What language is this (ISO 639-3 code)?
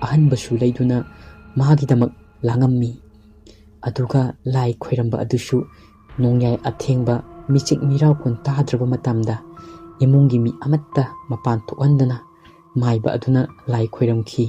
mni